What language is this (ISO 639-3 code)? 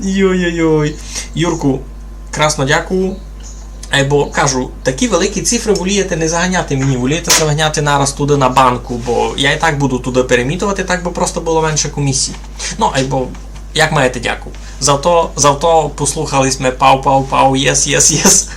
rue